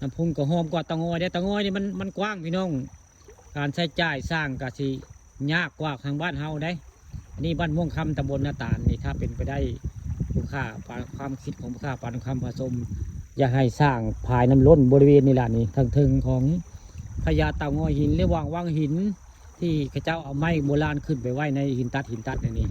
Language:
Northeastern Thai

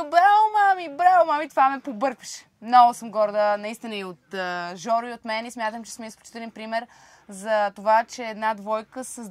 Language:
Bulgarian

